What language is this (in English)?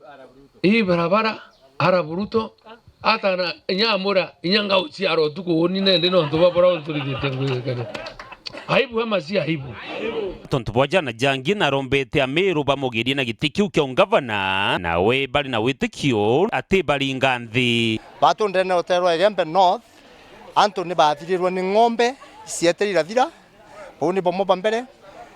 Meru